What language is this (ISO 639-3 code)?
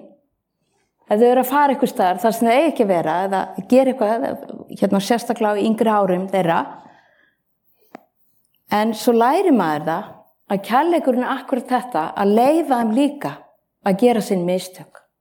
isl